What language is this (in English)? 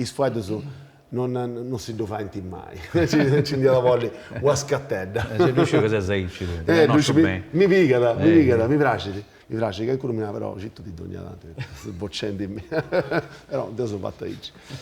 Sardinian